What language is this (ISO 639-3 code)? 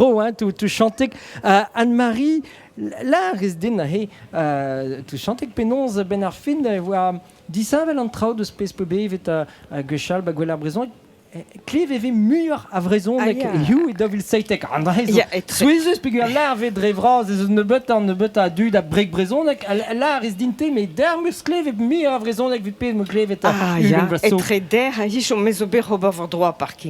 bre